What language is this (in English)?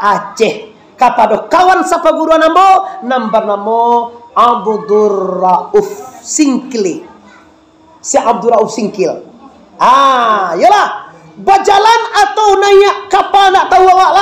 Minangkabau